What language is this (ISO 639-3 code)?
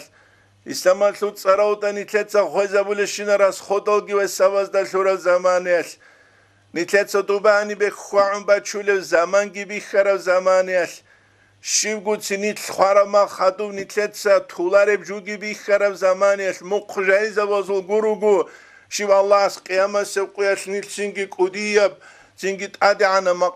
ava